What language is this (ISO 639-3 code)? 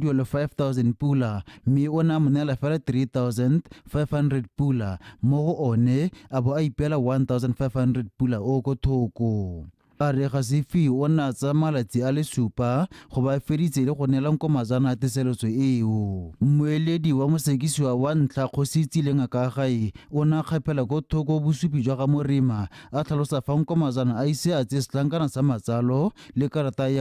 tsn